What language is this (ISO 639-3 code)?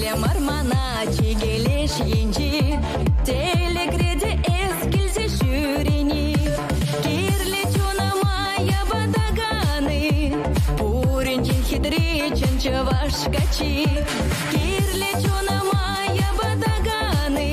chv